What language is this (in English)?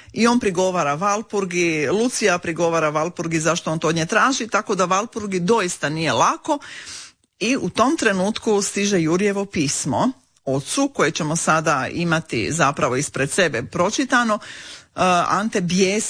Croatian